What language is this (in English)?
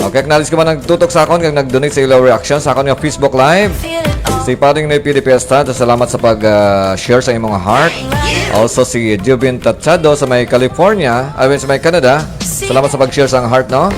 Hiligaynon